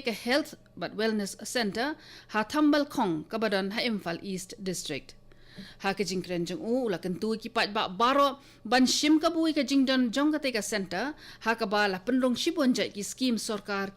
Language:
Khasi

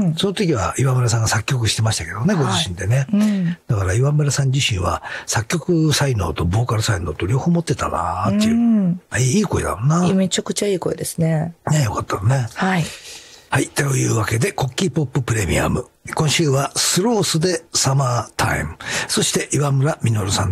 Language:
Japanese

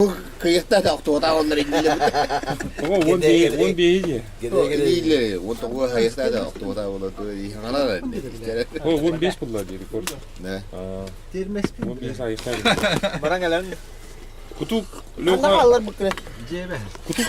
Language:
Yakut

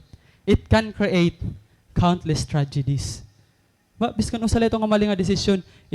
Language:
Waray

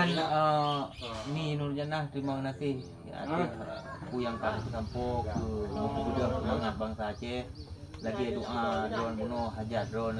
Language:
Achinese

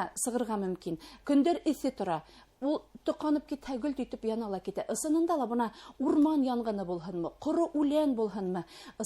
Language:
Bashkir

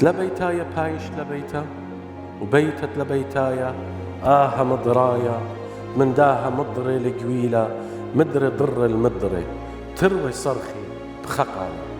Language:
Assyrian Neo-Aramaic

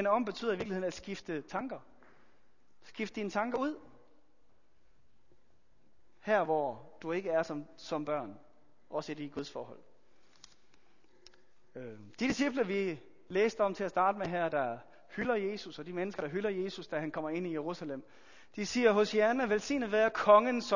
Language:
Danish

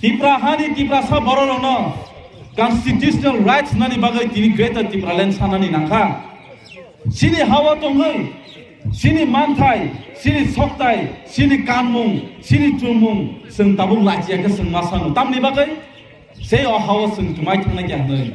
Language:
Kok Borok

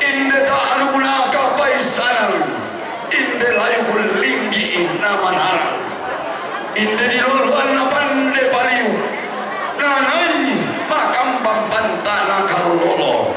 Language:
Toraja-Sa'dan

